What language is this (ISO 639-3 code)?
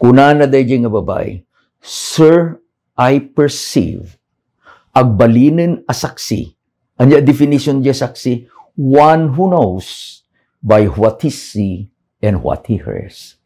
ilo